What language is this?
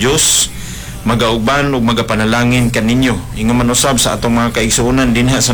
Cebuano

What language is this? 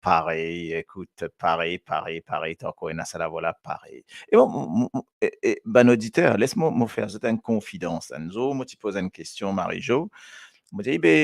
Morisyen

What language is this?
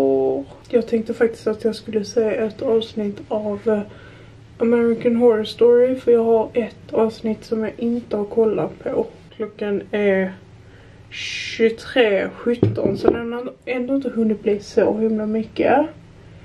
Swedish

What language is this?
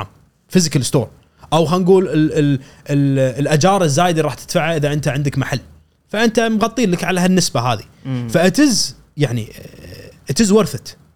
Gulf Arabic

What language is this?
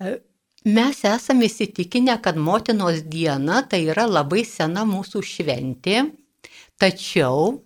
Lithuanian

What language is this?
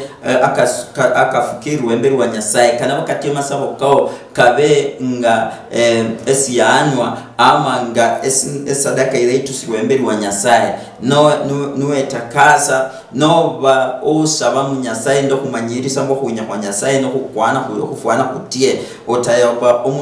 Luyia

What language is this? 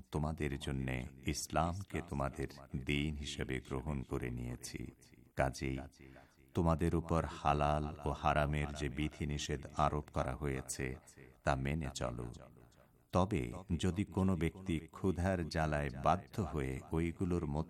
Bangla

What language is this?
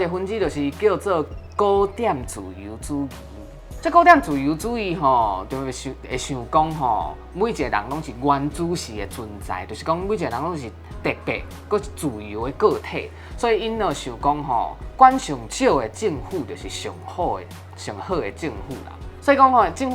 Min Nan Chinese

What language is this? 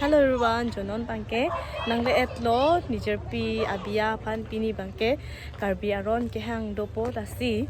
Karbi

